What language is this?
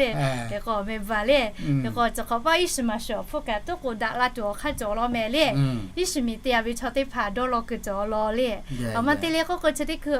Lahu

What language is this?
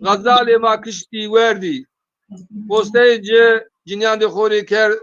Zaza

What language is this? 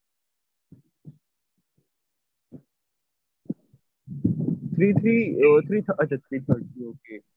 Hindi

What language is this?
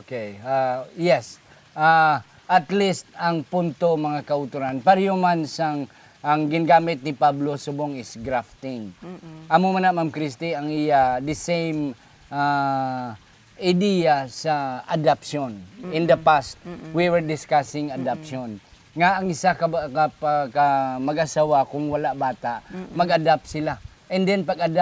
Hiligaynon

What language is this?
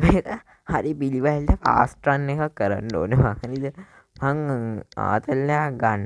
Sinhala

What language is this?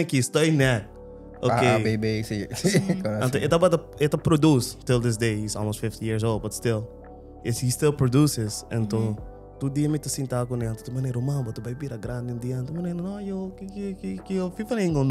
Papiamento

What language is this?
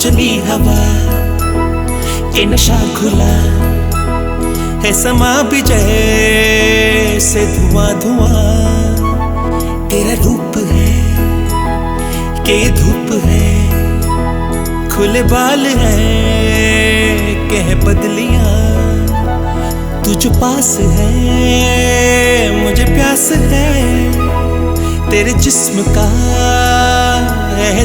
Hindi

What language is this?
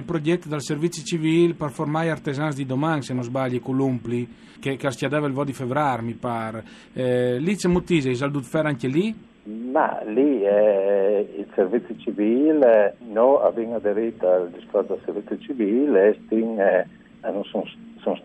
Friulian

